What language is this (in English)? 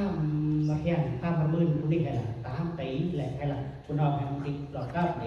Central Mnong